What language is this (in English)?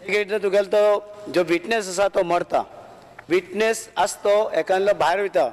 Konkani